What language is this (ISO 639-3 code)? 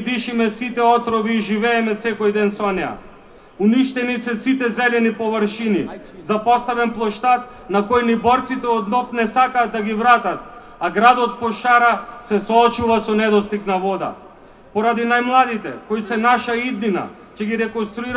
mkd